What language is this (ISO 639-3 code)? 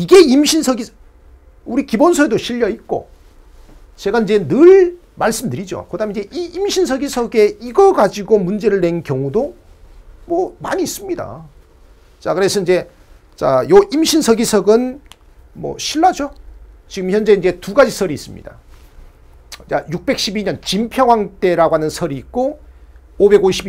kor